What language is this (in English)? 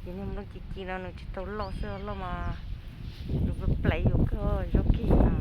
Hmong